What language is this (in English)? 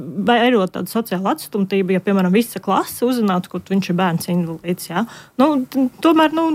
Latvian